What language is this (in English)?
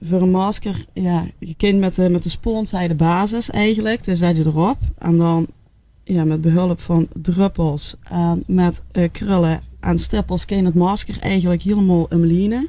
Limburgish